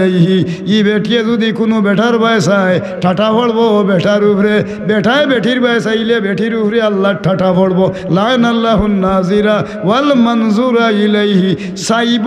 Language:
Sylheti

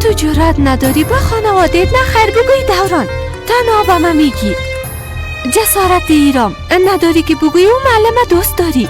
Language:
Persian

